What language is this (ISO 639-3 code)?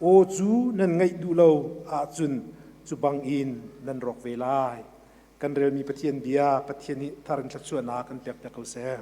cnh